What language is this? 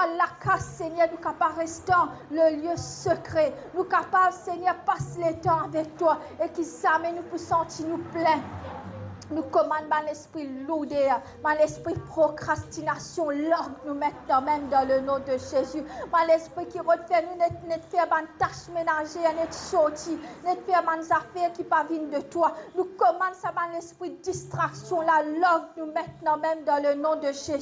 Morisyen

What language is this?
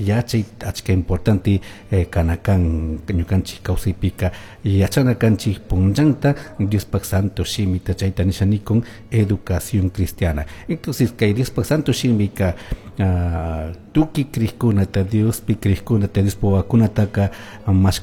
Chimborazo Highland Quichua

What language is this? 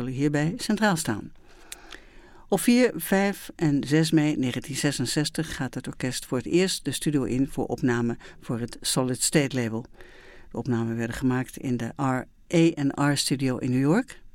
Dutch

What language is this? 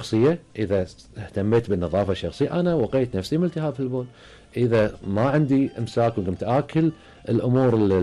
Gulf Arabic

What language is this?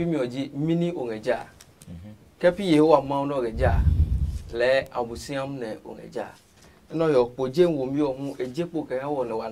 Adangme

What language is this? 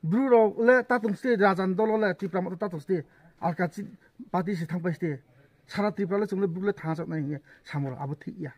Riang (India)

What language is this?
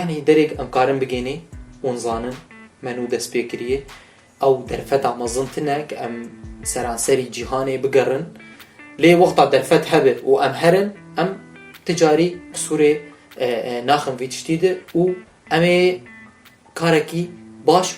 Kurdish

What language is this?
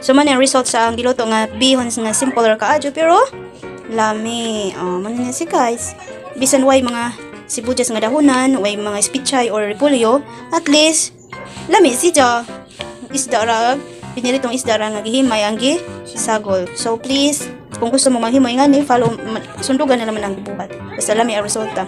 Cebuano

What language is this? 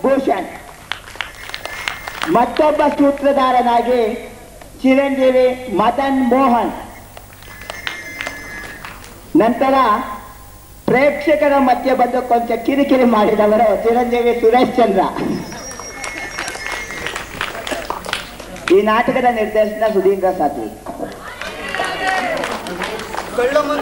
Kannada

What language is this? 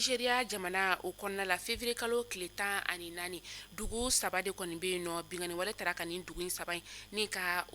Bambara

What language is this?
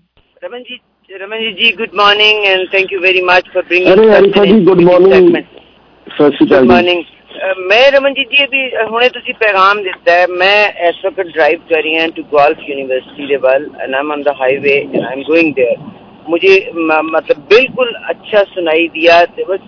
Punjabi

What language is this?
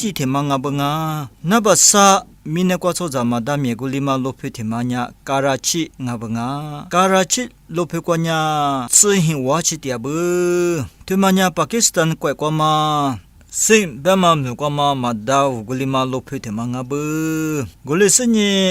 Lisu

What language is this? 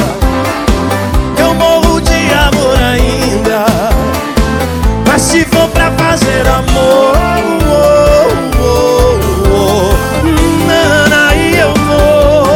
Portuguese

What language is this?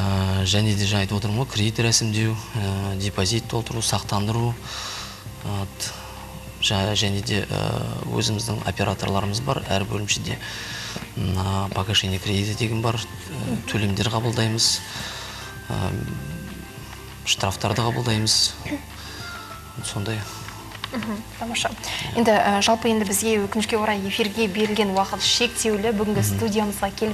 Kazakh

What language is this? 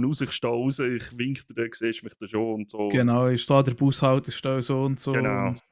Swiss German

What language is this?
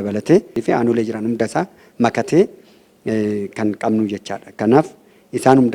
Oromo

